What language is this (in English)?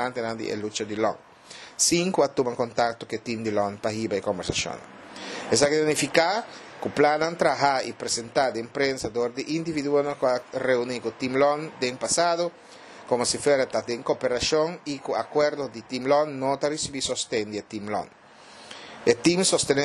Papiamento